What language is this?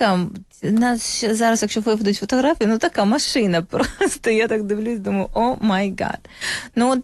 Ukrainian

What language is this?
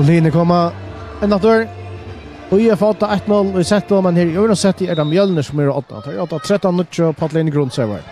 Faroese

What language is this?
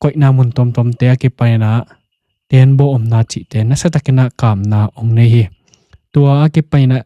Tedim Chin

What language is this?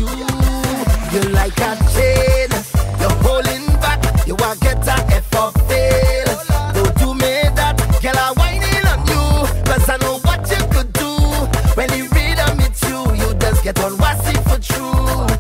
English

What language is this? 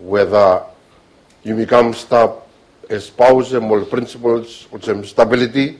Bislama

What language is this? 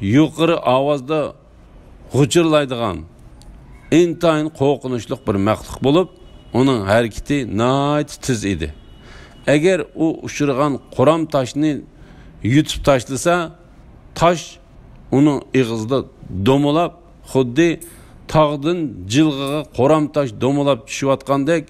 Uyghur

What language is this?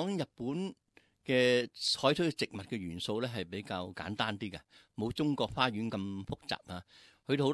Cantonese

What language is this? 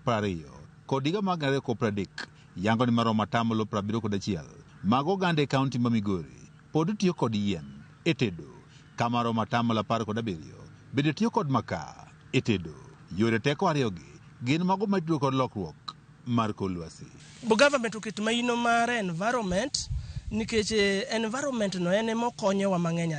Luo (Kenya and Tanzania)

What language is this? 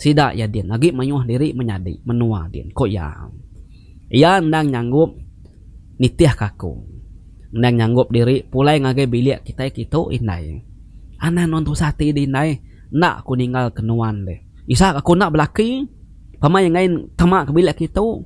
Iban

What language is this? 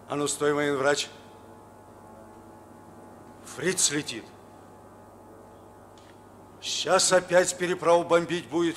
Russian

